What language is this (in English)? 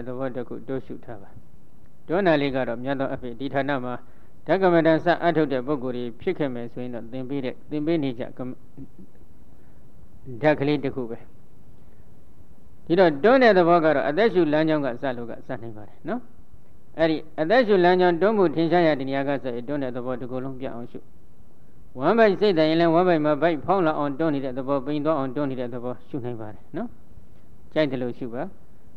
Burmese